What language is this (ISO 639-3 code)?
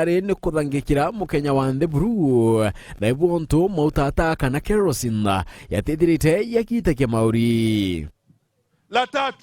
mer